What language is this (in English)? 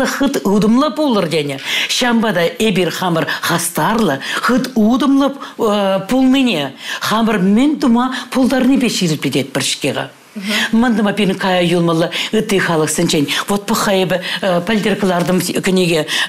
Chuvash